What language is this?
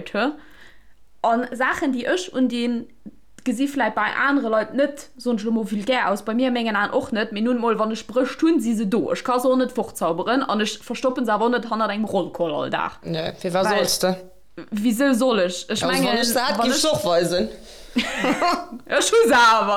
Luxembourgish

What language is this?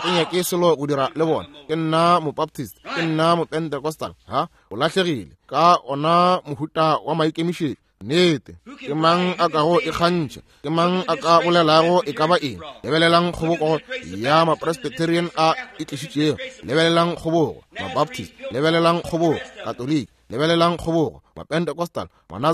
Northern Sotho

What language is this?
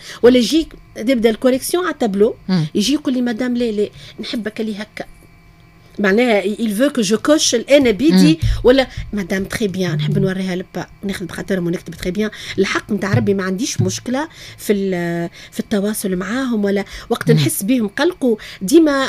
Tunisian Arabic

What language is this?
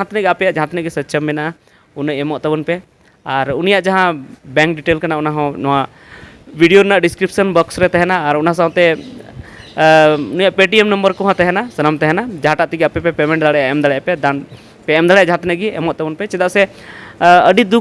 Santali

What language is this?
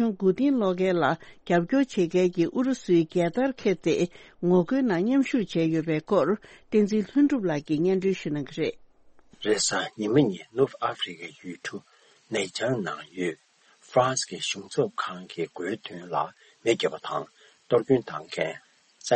Tibetan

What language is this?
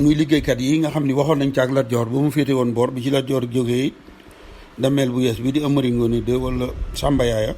Wolof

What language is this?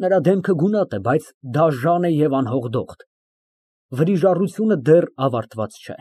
Armenian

